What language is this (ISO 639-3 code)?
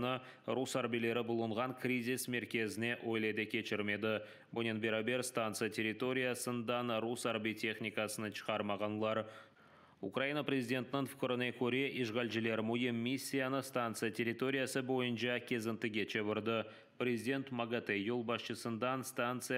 crh